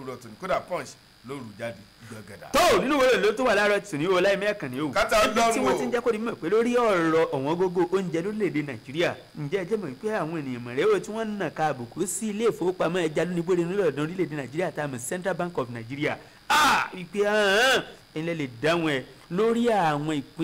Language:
Yoruba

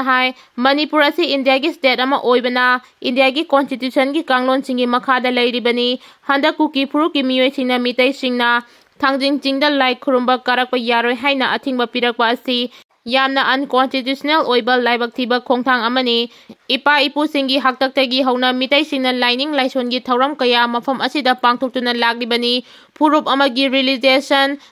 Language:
Manipuri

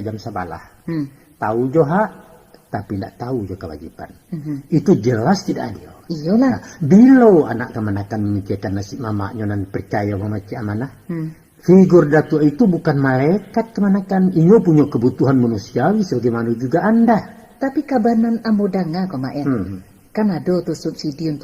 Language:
Minangkabau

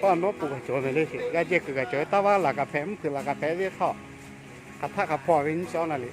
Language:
Lahu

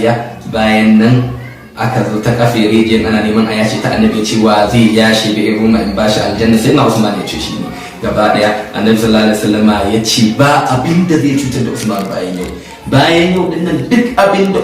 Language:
Hausa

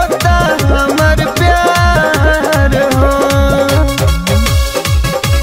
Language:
Bhojpuri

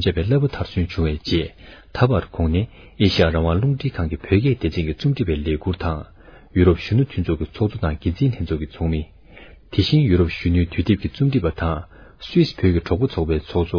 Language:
Tibetan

